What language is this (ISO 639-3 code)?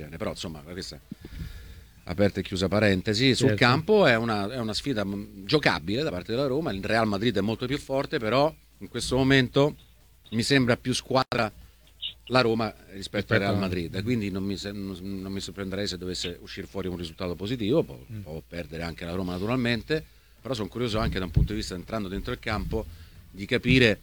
ita